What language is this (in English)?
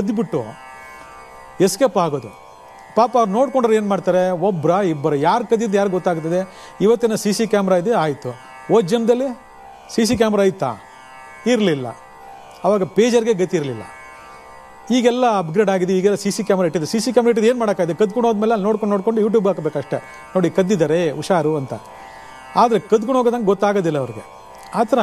Kannada